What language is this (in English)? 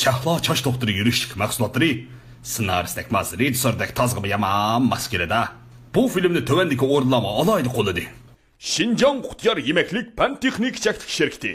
Uyghur